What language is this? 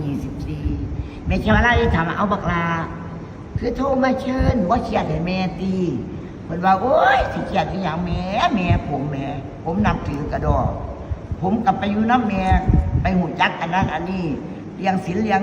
Northeastern Thai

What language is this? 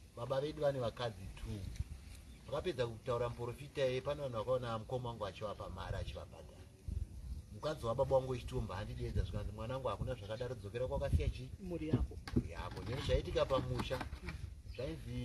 Shona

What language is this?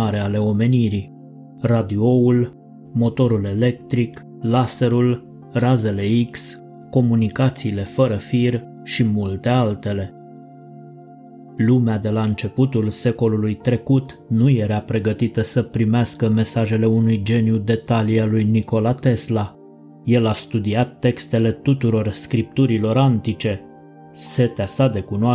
Romanian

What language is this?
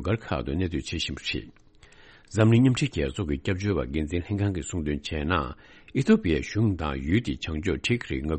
Tibetan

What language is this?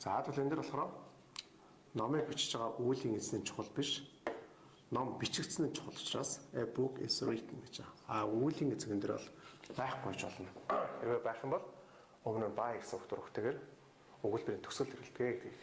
Mongolian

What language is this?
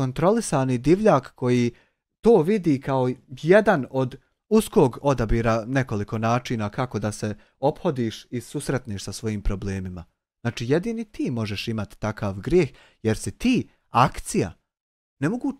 Bosnian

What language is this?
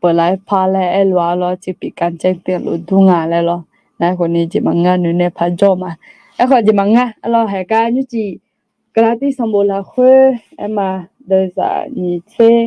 Akha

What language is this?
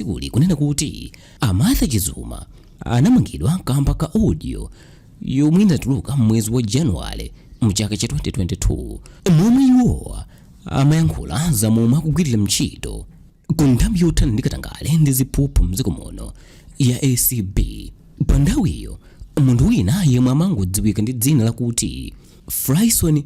Nyanja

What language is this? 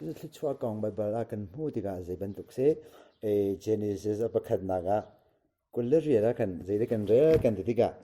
Hakha Chin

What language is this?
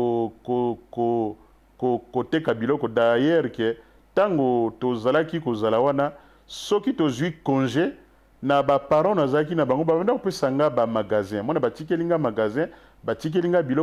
Lingala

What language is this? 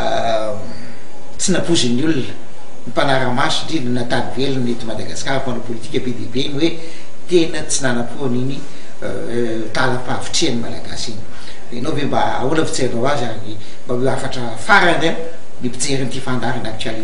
Malagasy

